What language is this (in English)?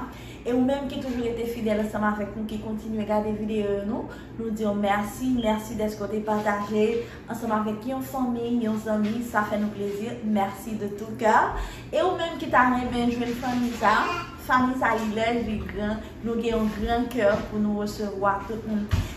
Haitian Creole